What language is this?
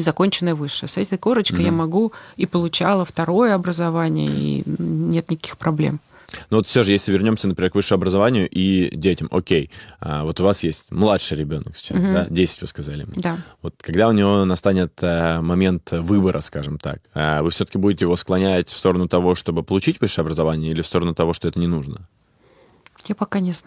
Russian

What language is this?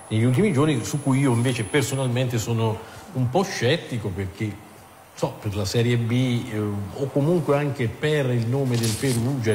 Italian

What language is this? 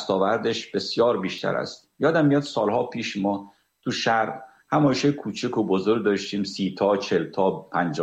Persian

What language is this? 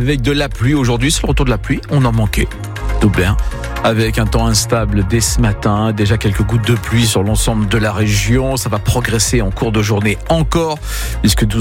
French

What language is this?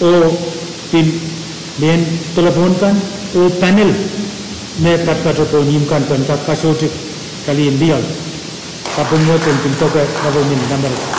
Pohnpeian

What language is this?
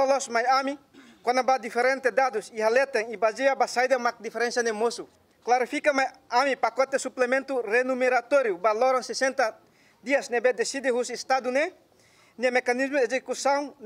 Tetum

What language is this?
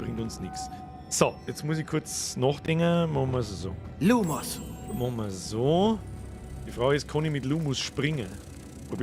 Bavarian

